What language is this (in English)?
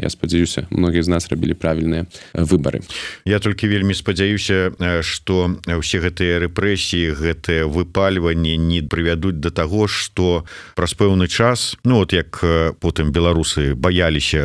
Belarusian